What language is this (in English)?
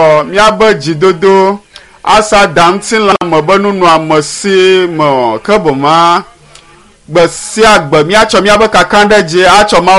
Ewe